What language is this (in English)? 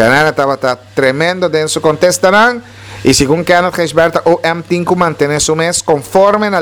Papiamento